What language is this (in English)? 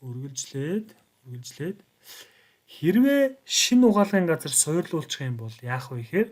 Mongolian